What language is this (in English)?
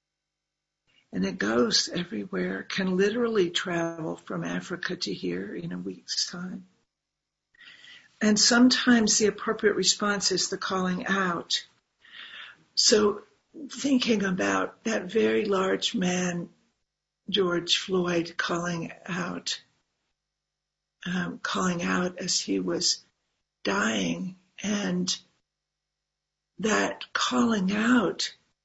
English